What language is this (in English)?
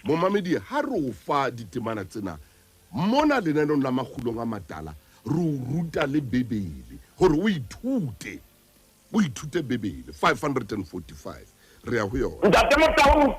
Southern Sotho